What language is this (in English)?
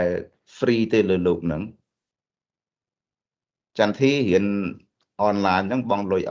Khmer